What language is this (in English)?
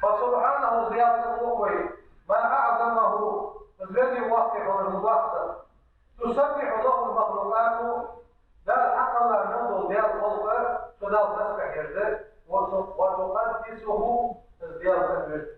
Ingush